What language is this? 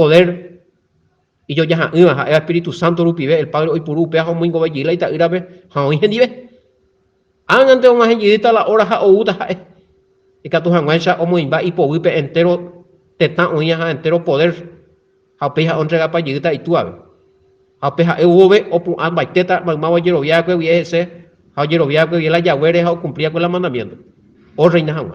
Guarani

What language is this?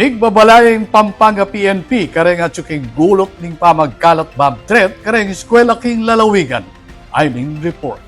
Pampanga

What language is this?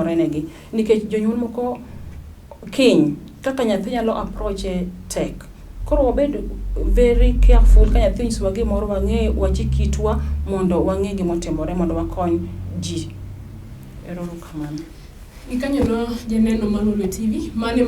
Luo (Kenya and Tanzania)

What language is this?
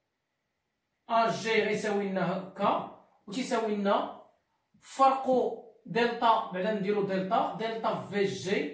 Moroccan Arabic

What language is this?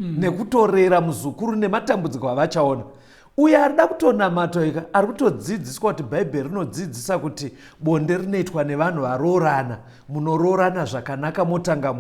Shona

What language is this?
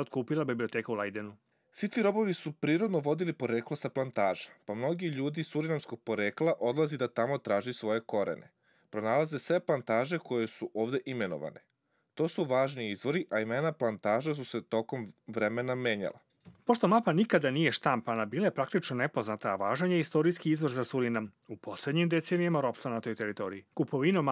Croatian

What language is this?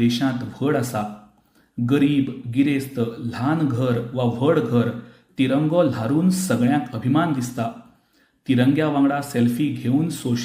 Konkani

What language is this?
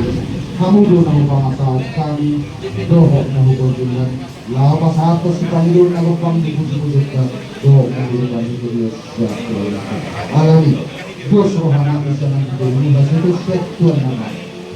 Batak Toba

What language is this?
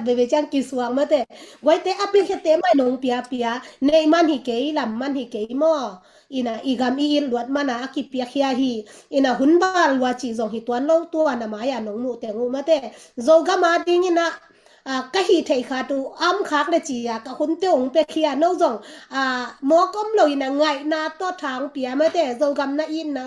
Tedim Chin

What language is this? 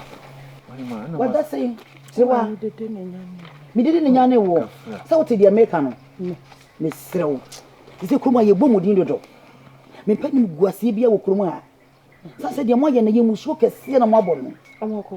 Akan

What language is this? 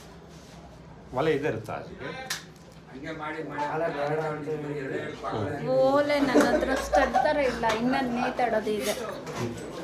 Kannada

